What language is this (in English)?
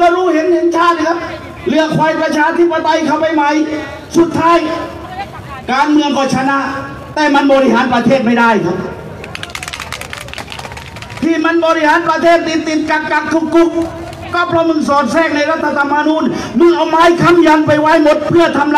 Thai